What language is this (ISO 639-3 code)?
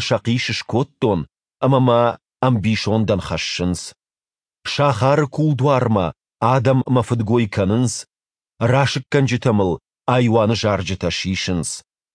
oss